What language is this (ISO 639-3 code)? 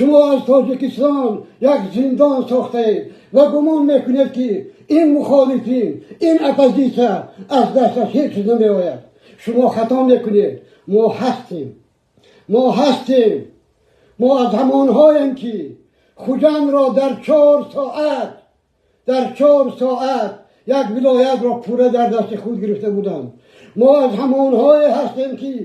tgk